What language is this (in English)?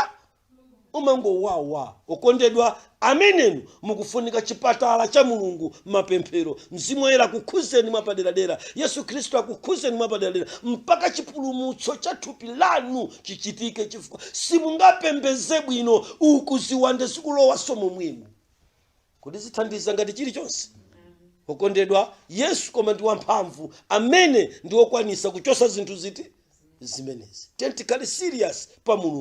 Nyanja